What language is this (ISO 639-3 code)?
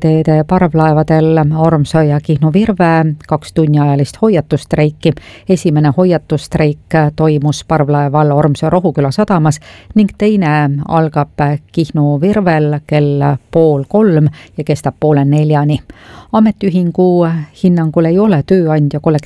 est